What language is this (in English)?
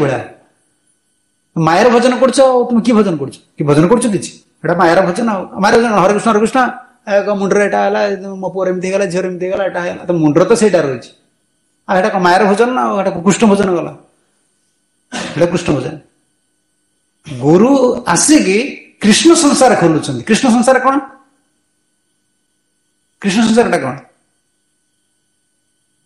Odia